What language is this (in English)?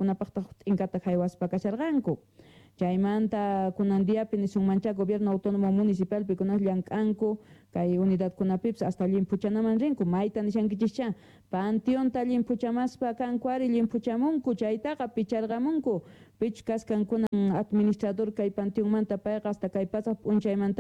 Quechua